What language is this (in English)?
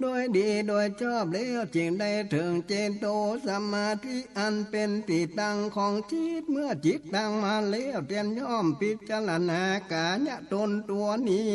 Northern Thai